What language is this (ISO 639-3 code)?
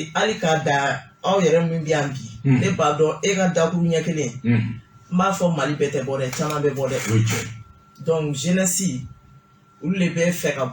bam